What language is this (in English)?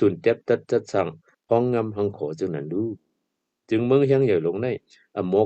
Shan